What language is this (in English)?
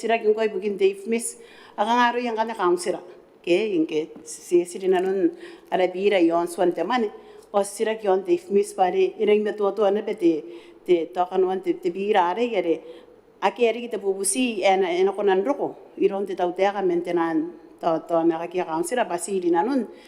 Gilbertese